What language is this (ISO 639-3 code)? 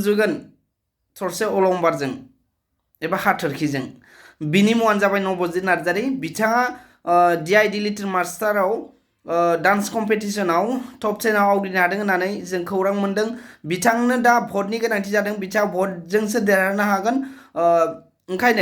brx